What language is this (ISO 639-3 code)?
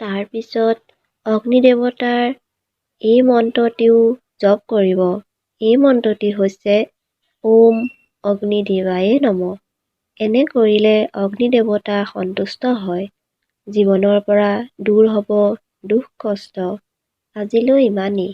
asm